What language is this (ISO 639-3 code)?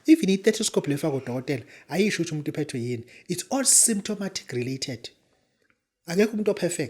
zul